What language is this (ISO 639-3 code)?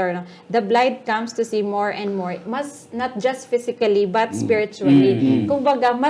hil